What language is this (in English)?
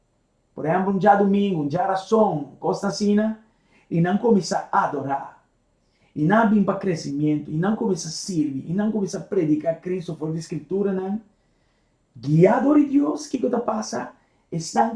Papiamento